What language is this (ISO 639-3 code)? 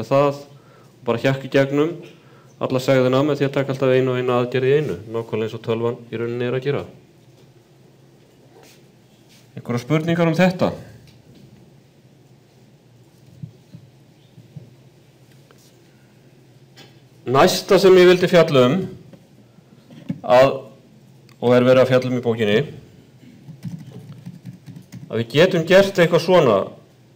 isl